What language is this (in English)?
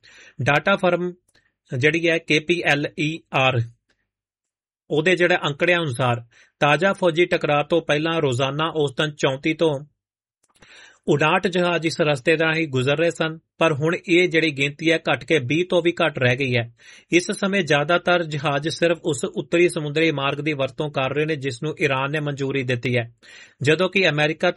Punjabi